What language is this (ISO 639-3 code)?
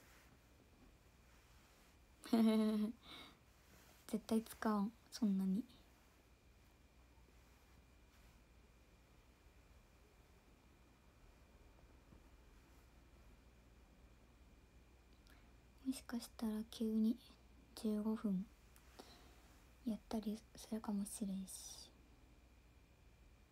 jpn